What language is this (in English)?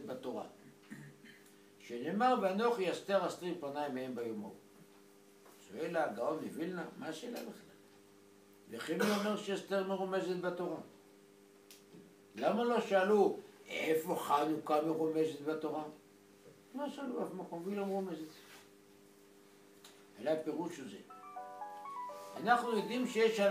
Hebrew